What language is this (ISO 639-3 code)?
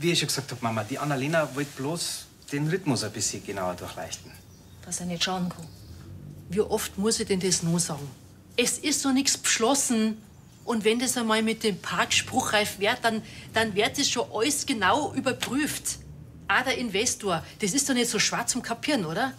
bar